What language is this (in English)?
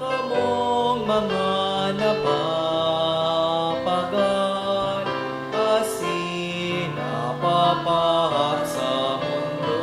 Bikol